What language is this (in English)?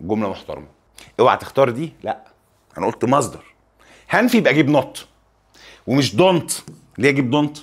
Egyptian Arabic